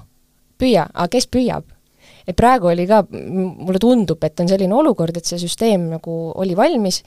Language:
Estonian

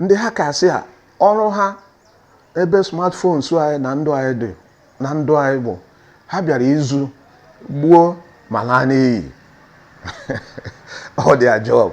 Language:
Igbo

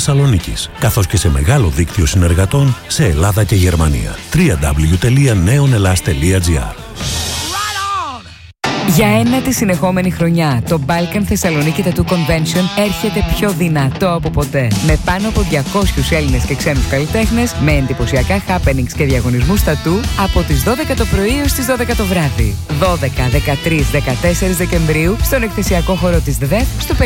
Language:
Greek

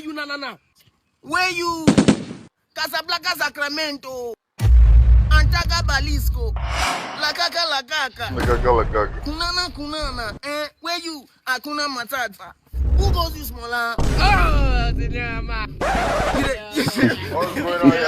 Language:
Nigerian Pidgin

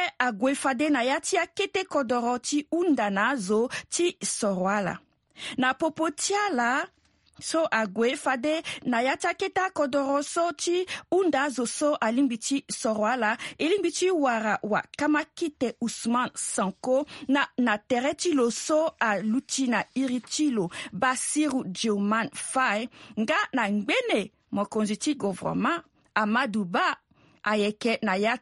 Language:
Sango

